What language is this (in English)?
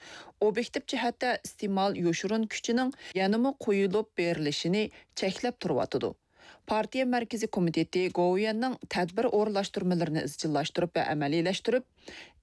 Uyghur